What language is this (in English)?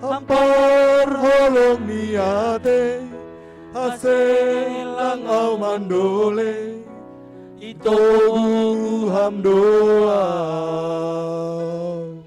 Batak Simalungun